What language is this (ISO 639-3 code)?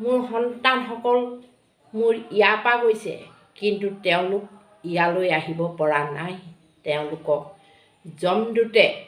asm